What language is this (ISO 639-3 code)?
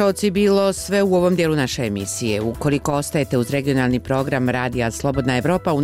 hrv